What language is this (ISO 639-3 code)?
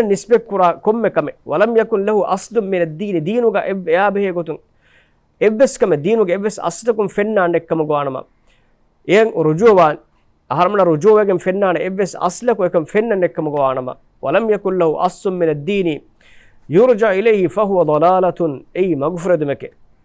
div